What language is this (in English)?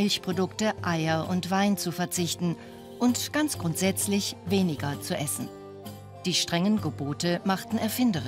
Swiss German